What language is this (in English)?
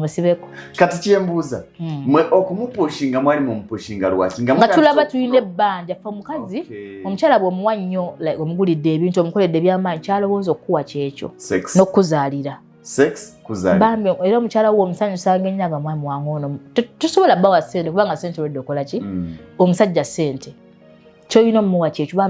Ganda